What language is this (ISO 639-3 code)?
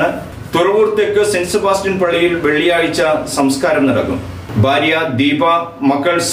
mal